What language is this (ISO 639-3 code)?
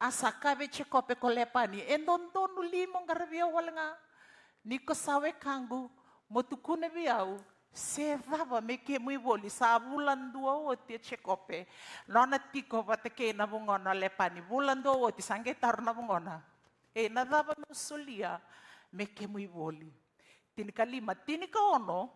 fij